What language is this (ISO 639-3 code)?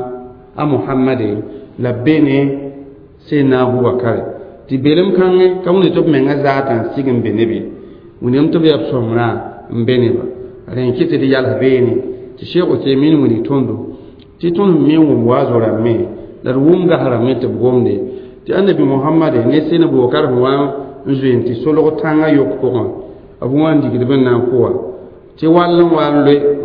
mos